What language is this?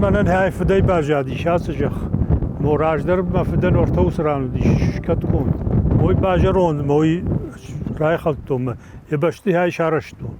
Ossetic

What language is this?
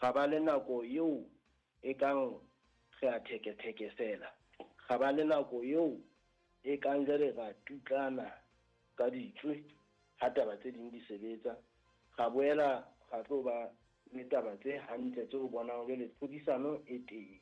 Southern Sotho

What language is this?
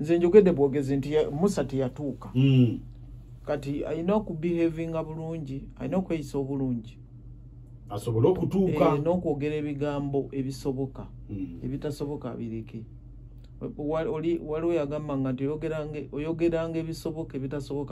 Ganda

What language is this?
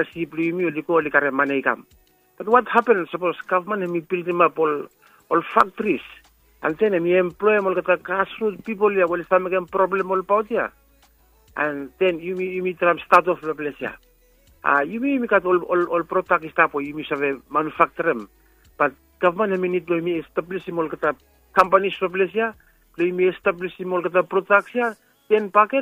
Bislama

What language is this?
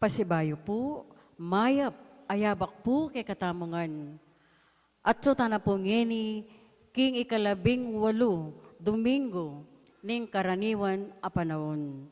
Pampanga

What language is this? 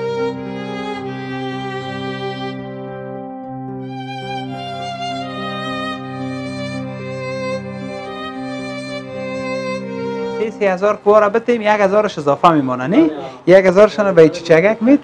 Persian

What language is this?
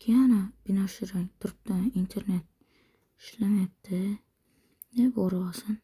Uzbek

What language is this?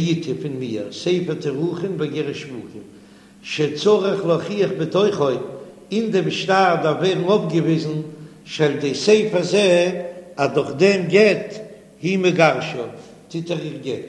Yiddish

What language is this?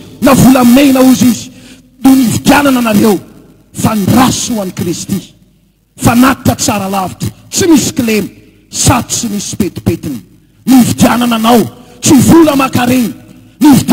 Malagasy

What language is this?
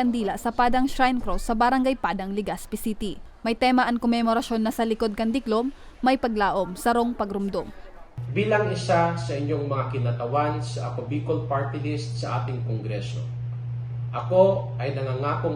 Bikol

